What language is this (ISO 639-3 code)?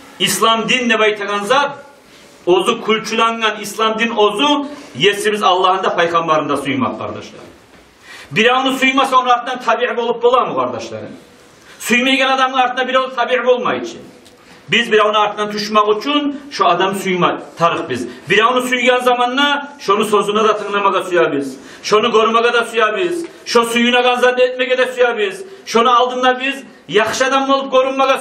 kum